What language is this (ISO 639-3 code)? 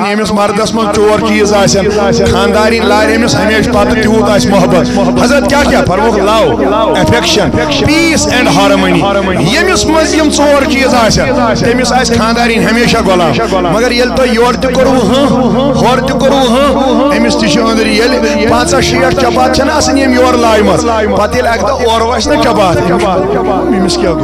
kas